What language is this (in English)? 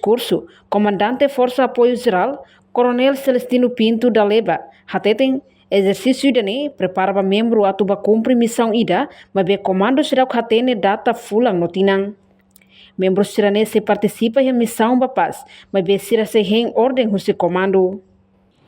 Tetum